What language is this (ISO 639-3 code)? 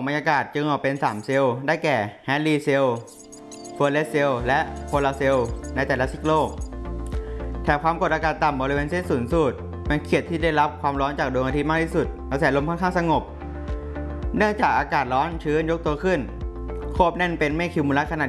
tha